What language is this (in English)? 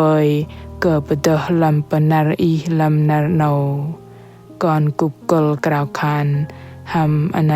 Bahnar